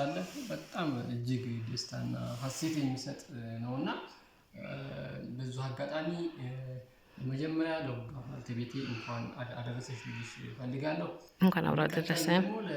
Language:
Amharic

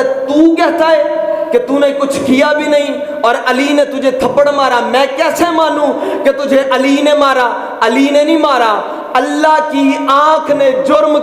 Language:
Urdu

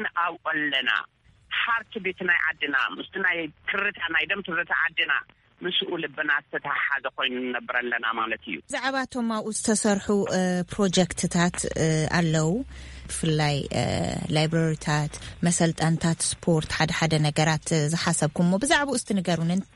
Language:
Tigrinya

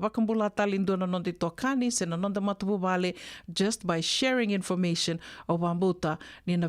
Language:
Fijian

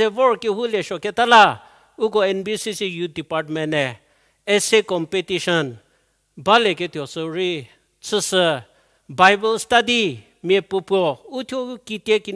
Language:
Angami Naga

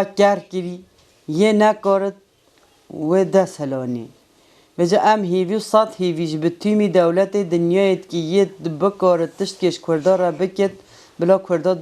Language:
Kurdish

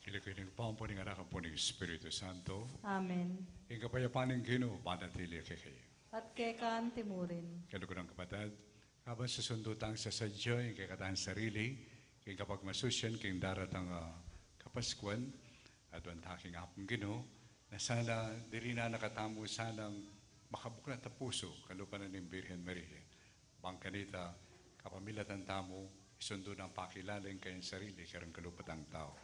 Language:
Pampanga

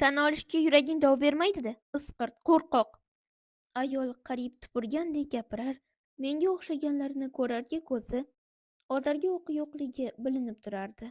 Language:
Uzbek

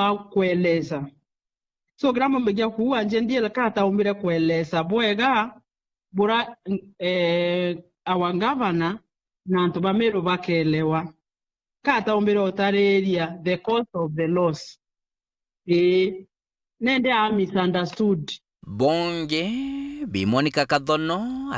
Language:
Meru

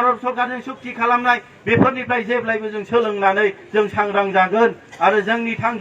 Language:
Bodo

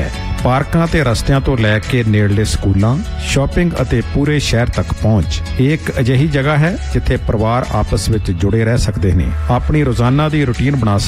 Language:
Punjabi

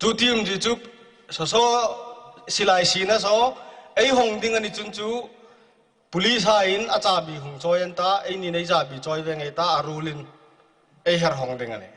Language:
Hmar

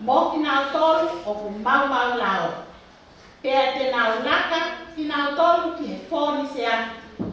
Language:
Tongan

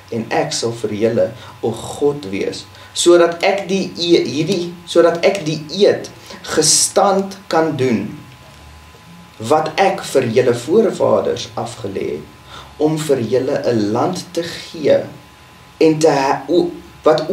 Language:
Afrikaans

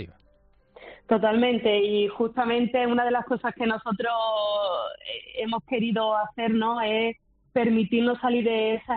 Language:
Spanish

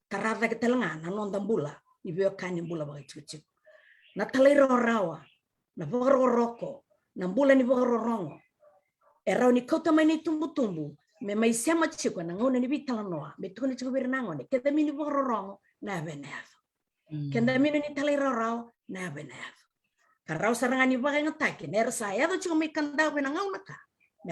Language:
Fijian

